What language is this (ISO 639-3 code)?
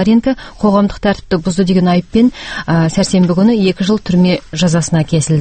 kaz